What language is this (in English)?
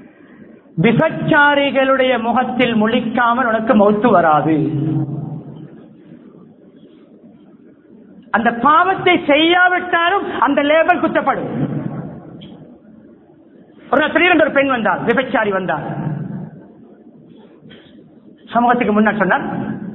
Tamil